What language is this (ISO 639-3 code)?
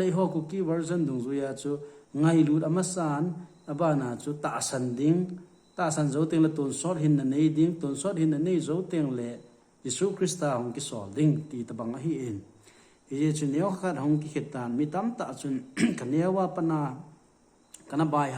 tcz